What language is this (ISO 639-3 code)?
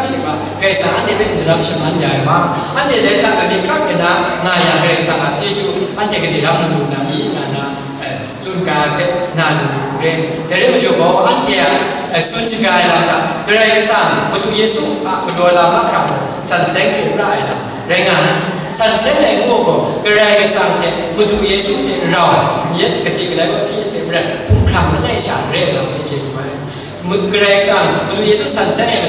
kac